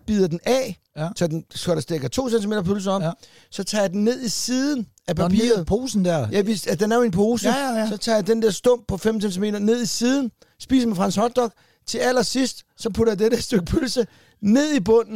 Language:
Danish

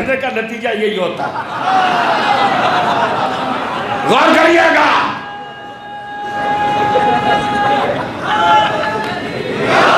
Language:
Urdu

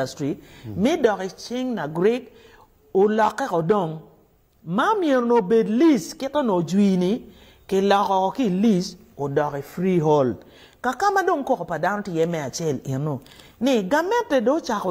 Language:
Acoli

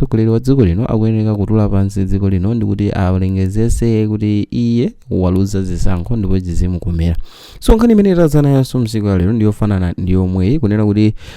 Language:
Nyanja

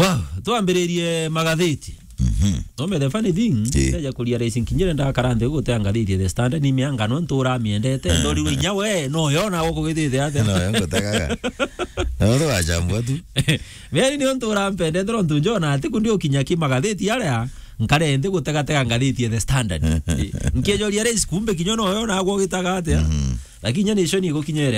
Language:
Meru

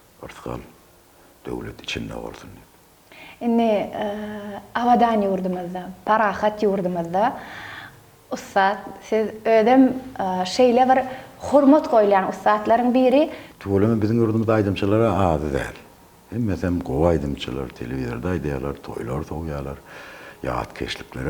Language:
Turkmen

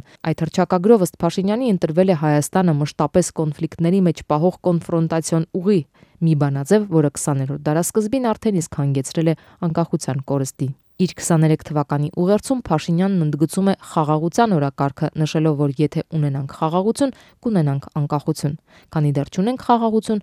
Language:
Armenian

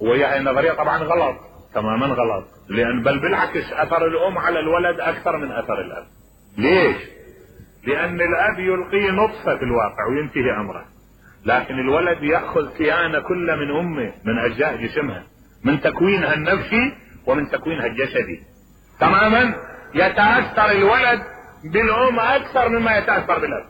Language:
Mesopotamian Arabic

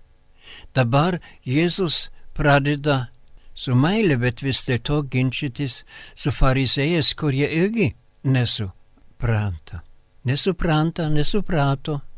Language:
Lithuanian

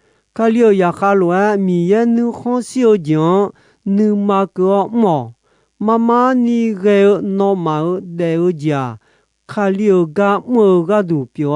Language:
Akha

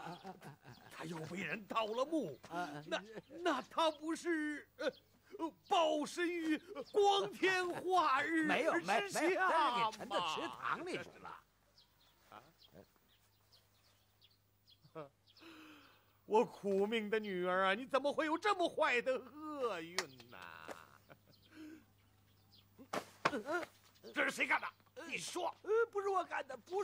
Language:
Chinese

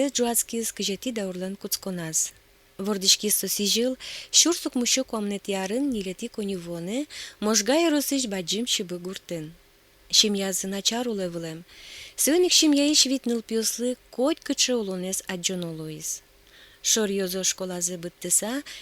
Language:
Udmurt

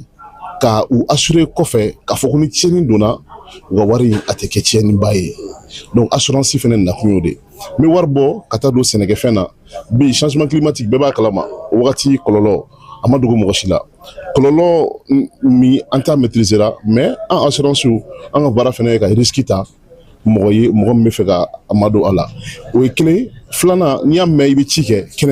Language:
Bambara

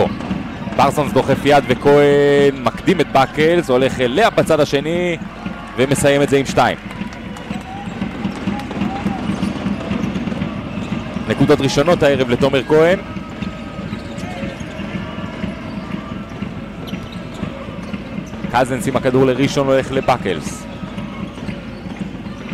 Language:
Hebrew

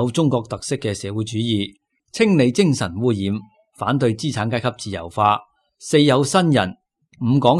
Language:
Cantonese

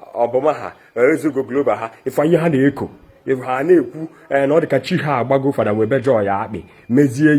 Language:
Igbo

